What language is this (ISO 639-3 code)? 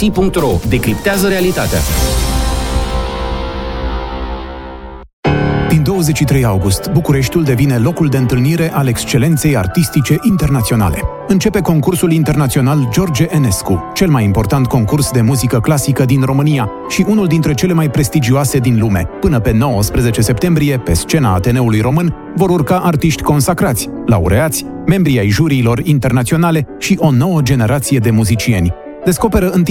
ron